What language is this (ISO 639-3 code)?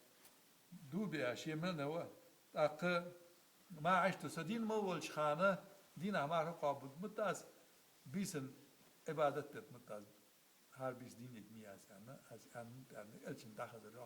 inh